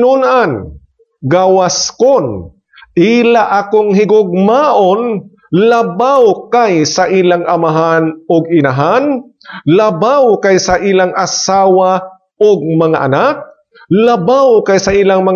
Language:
Cebuano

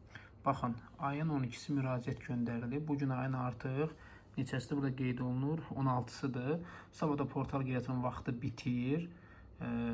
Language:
Azerbaijani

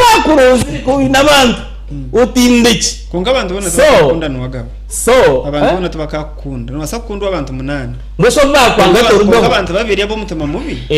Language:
Nyankole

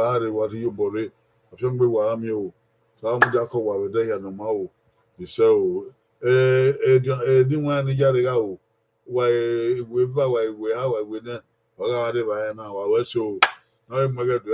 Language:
Bini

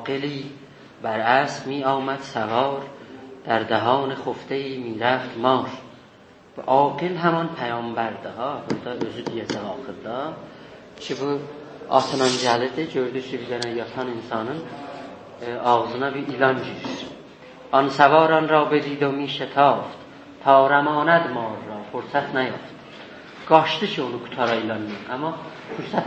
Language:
South Azerbaijani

